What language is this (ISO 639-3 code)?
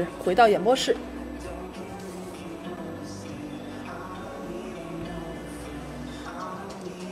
zho